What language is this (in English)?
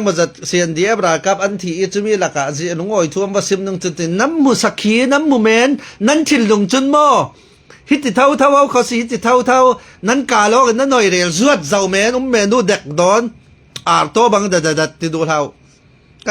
Falam Chin